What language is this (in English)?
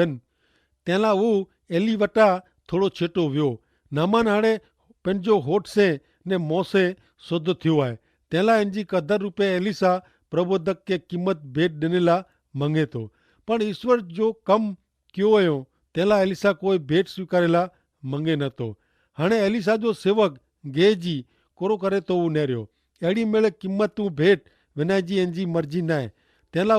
Kachhi